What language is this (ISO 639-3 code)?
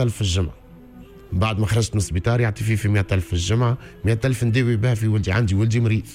aeb